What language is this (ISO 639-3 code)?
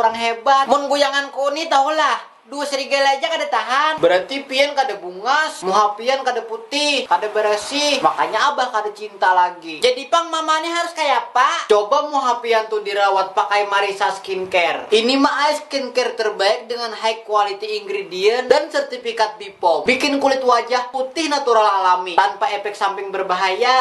bjn